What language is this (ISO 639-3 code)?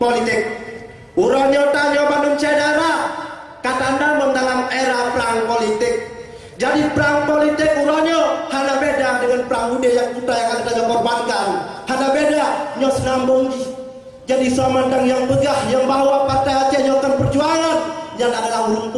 ace